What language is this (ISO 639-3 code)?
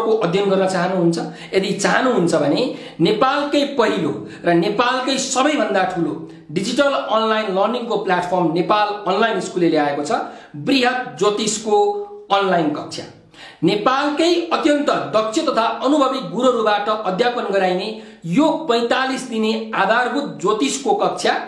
nep